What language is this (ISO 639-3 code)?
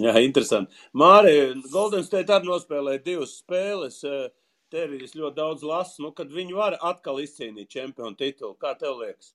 lav